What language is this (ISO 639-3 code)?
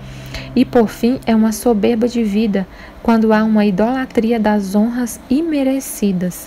por